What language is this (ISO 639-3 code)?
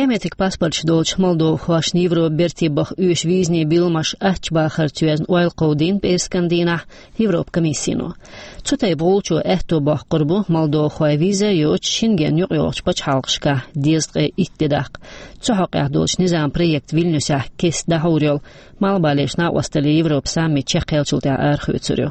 che